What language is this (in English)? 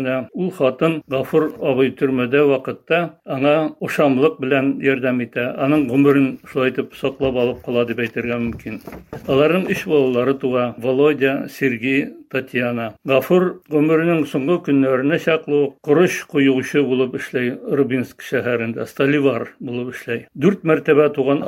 Tatar